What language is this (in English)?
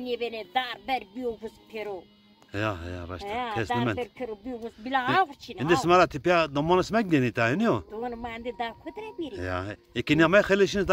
Zaza